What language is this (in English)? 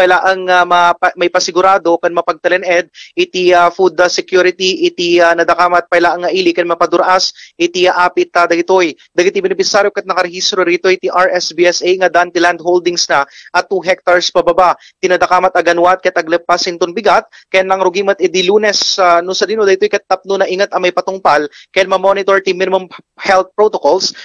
Iloko